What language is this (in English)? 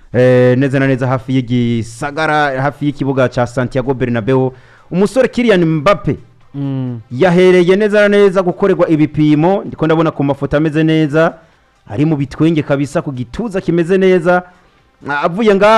Rundi